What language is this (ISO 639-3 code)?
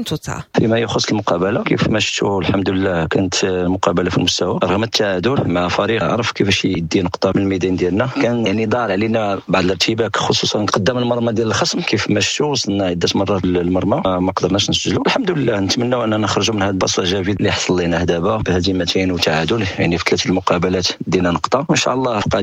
ary